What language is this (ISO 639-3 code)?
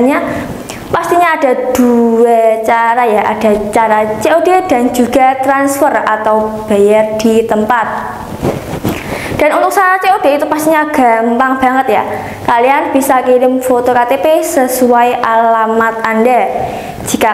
ind